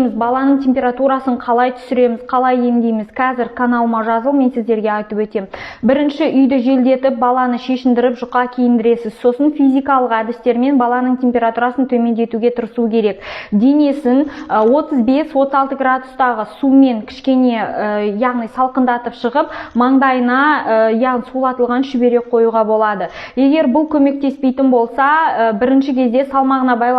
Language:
Kazakh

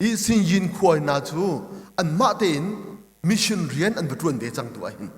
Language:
Hakha Chin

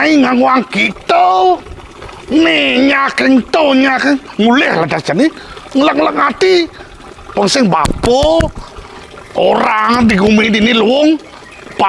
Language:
Balinese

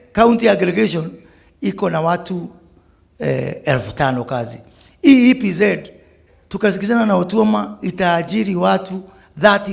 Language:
Gusii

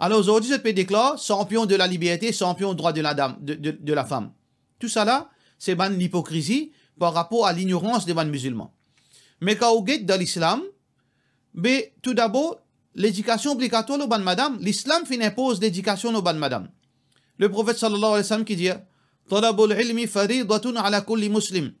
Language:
Morisyen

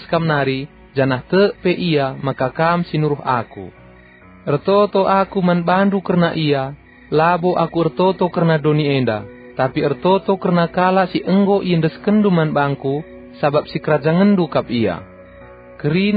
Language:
Batak Karo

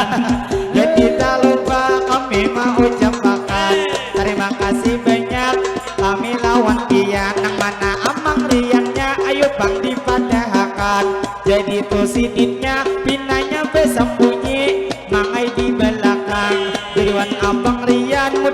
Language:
Banjar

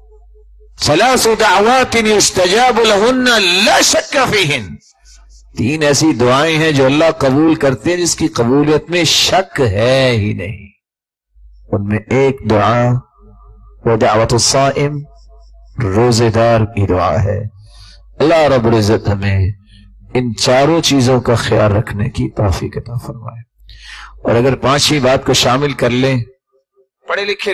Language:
Urdu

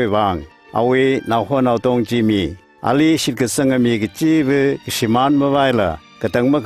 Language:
Tangkhul Naga (India)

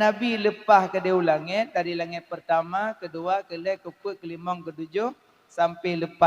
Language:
Achinese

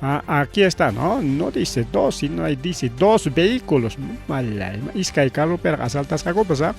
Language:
Ayacucho Quechua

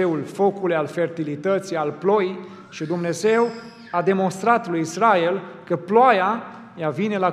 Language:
Romanian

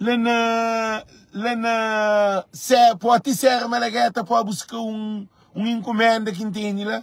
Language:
Kabuverdianu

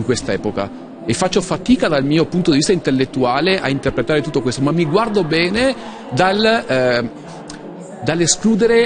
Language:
Italian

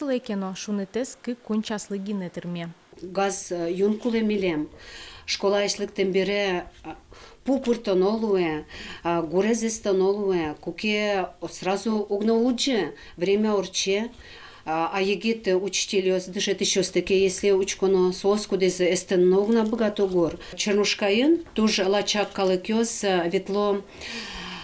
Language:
Udmurt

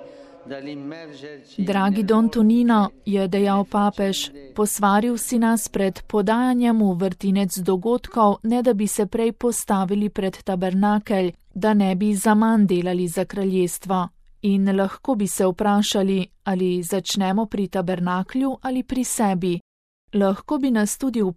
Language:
Slovenian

